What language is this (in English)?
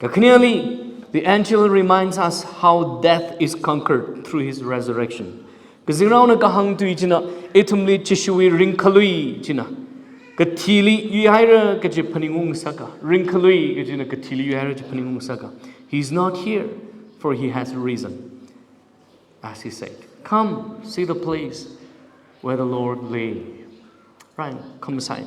Tangkhul Naga (India)